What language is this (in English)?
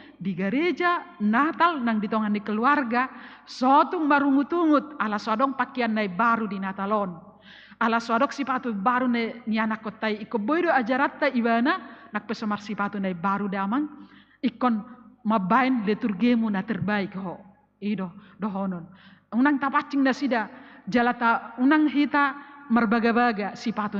Batak Toba